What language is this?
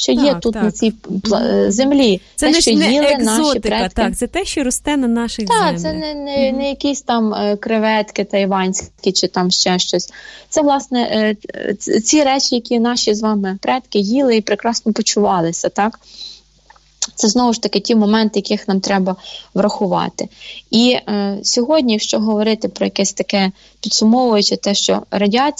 Ukrainian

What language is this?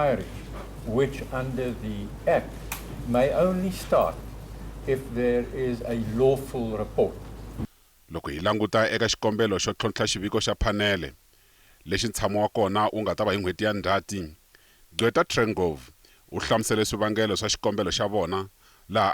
Tsonga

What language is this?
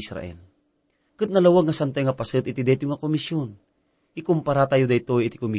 Iloko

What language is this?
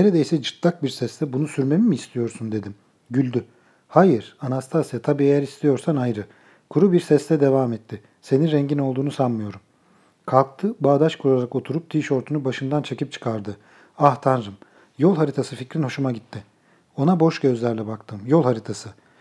Turkish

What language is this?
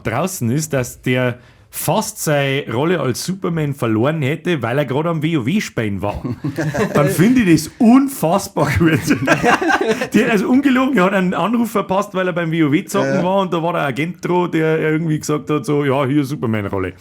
Bavarian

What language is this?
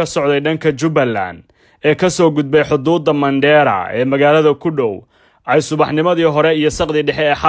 Somali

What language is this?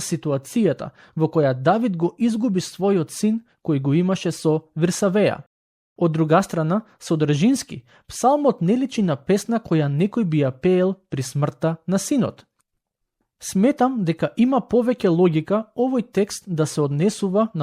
Macedonian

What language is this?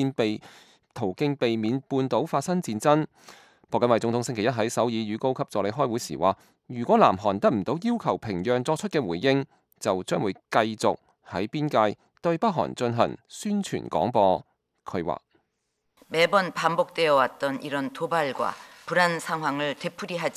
Cantonese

